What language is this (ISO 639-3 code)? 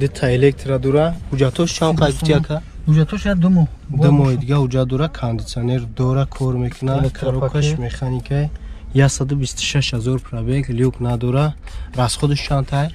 tgk